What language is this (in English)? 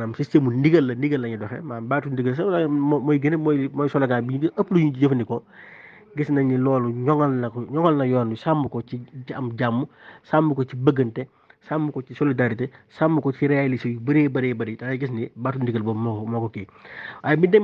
Wolof